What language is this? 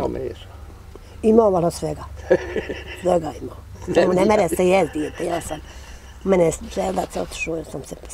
Bosnian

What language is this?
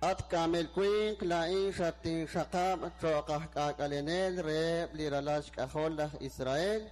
Kekchí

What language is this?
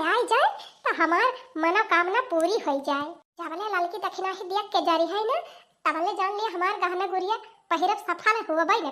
Awadhi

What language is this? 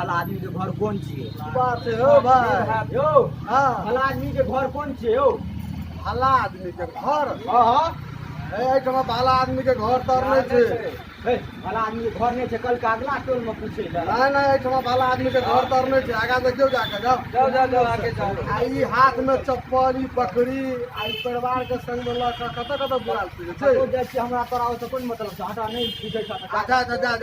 Maithili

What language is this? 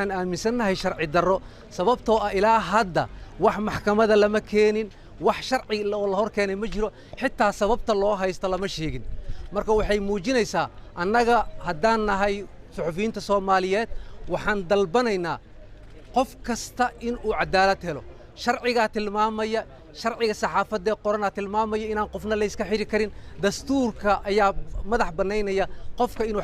Somali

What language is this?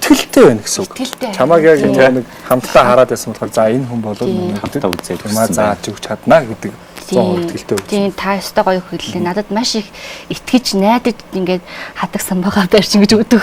Mongolian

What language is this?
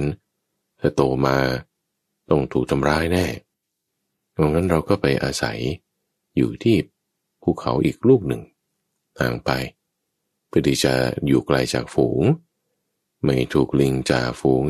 Thai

